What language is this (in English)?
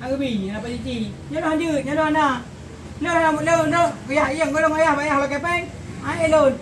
Achinese